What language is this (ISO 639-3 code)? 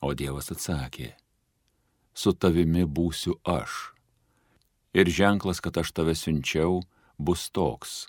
lit